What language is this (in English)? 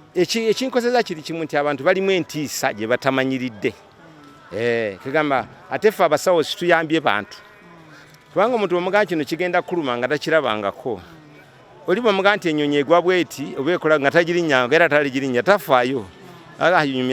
Ganda